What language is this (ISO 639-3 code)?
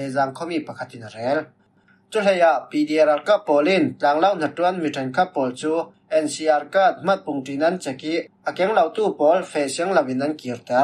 cfm